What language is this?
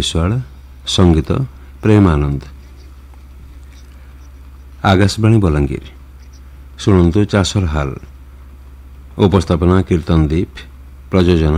Odia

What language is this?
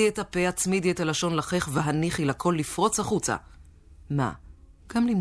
Hebrew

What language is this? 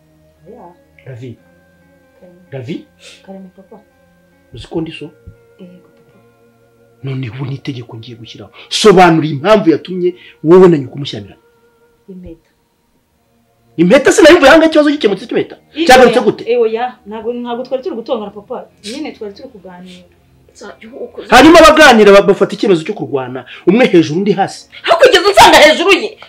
Kinyarwanda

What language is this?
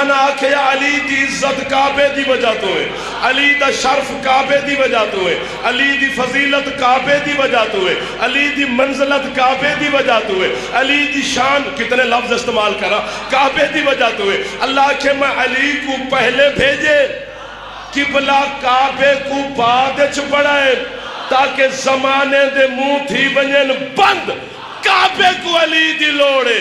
Saraiki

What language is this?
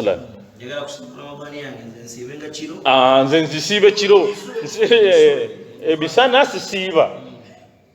Ganda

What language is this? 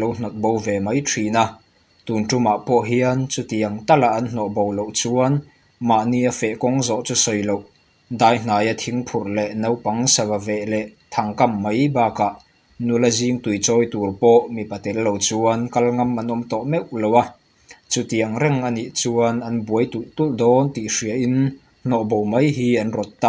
Mizo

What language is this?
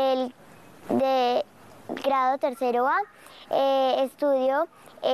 Spanish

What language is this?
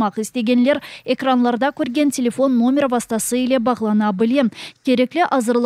Crimean Tatar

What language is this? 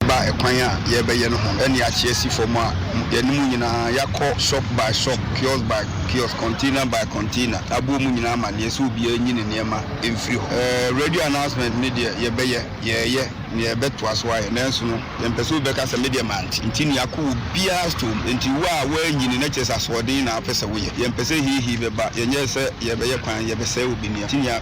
Akan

